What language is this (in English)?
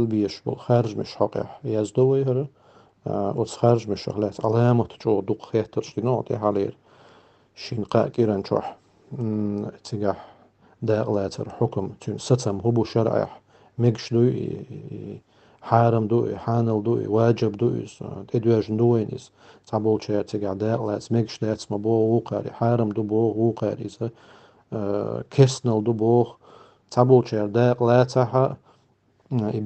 Chechen